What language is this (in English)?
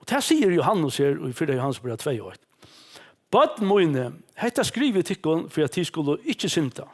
Faroese